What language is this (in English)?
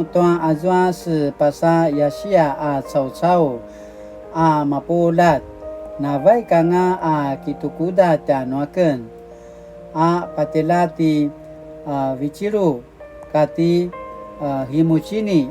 Paiwan